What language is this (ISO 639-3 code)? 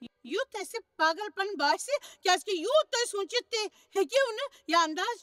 kas